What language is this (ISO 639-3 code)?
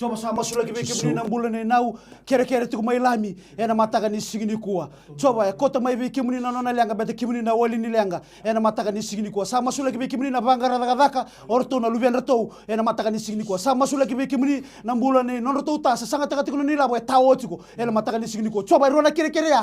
fij